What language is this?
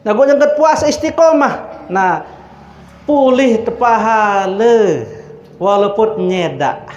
Sasak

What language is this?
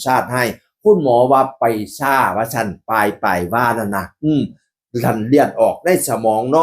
Northeastern Thai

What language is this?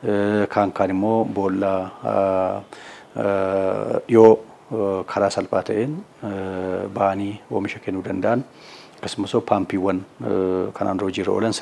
Oromo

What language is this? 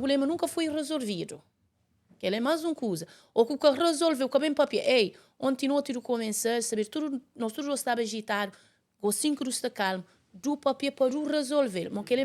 Kabuverdianu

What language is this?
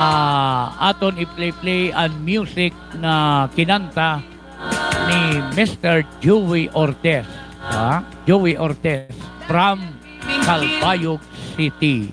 Waray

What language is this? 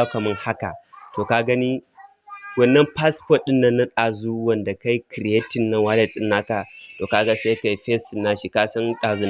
Hausa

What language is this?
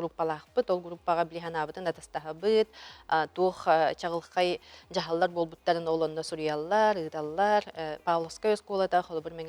Yakut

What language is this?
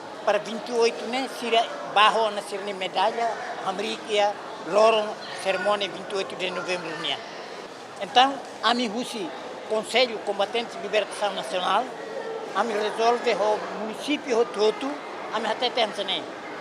Tetum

